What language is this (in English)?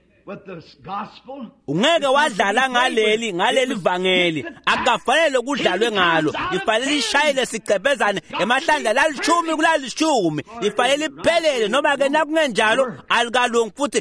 Swati